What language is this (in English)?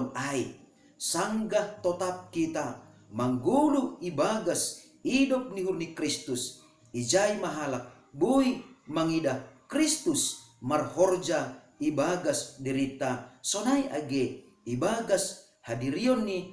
Batak Simalungun